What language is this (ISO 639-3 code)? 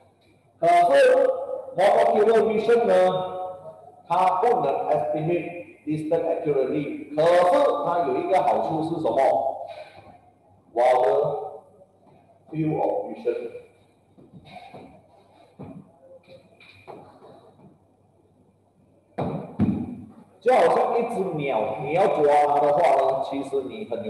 zho